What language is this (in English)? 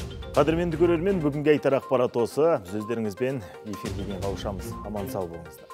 Kazakh